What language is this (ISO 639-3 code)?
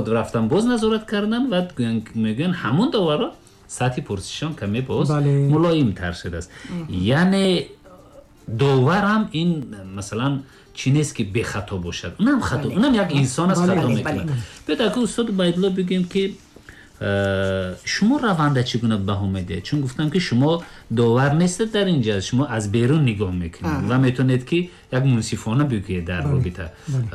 tgk